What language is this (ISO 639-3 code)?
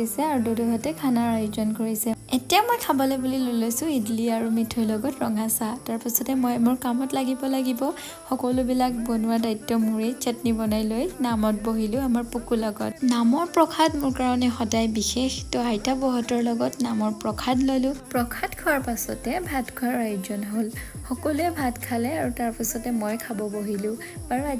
asm